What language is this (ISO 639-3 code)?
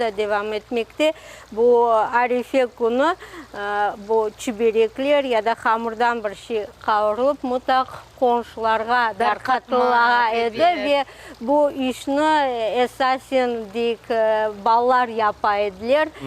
crh